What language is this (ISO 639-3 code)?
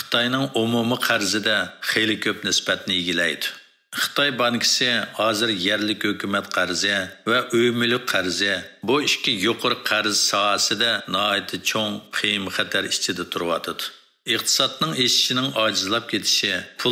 uig